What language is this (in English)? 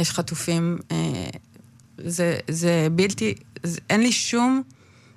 Hebrew